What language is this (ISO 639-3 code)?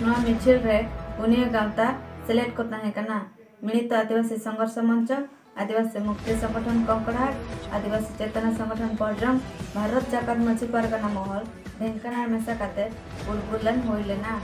sat